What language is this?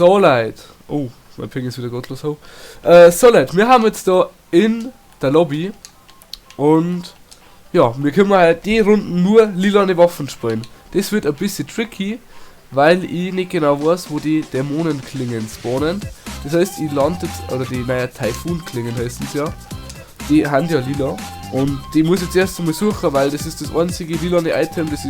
Bavarian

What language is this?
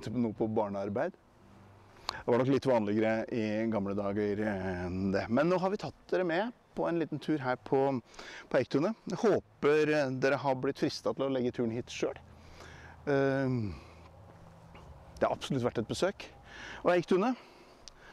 Norwegian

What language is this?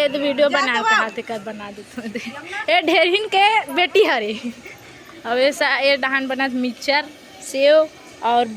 Chhattisgarhi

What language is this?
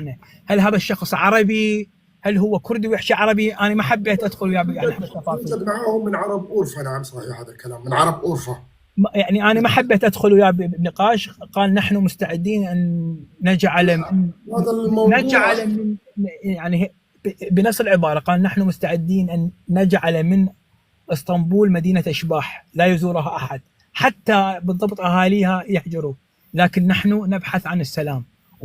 North Levantine Arabic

